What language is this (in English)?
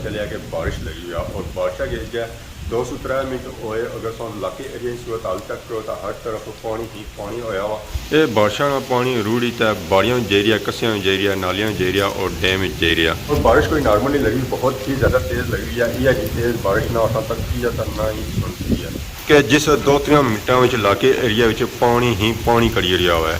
Pahari-Potwari